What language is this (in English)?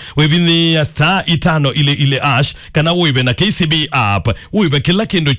Kamba